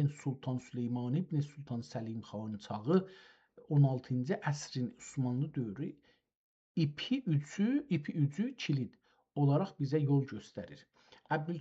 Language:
South Azerbaijani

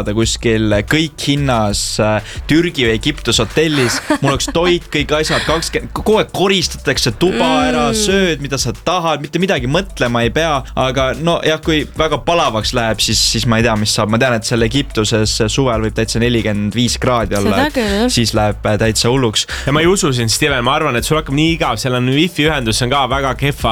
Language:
Estonian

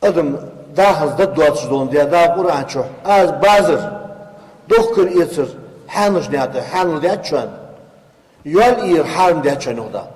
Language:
Ingush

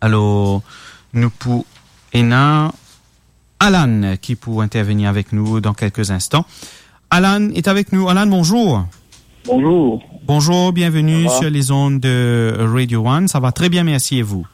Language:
Morisyen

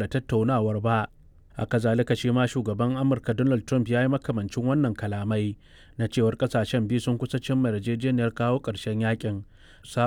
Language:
Hausa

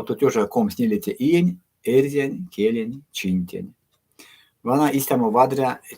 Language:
Erzya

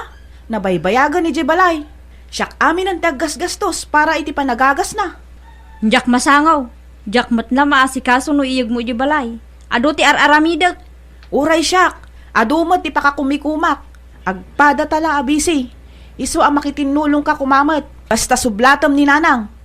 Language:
Iloko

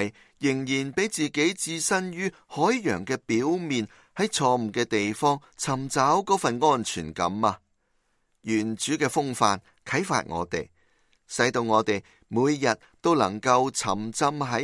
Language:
Cantonese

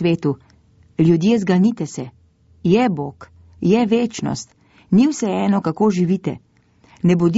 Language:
Slovenian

